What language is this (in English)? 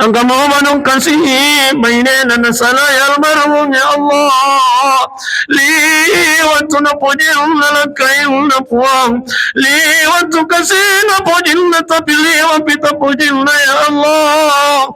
Buginese